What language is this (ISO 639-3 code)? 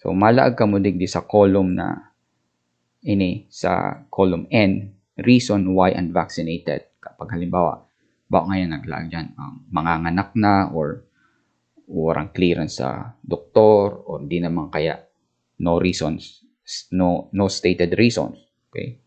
bik